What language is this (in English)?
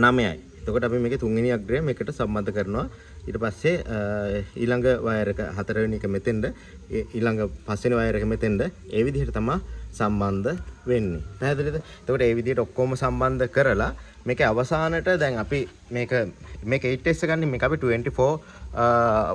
Sinhala